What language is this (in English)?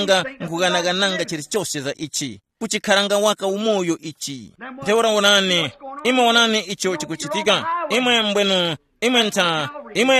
Tumbuka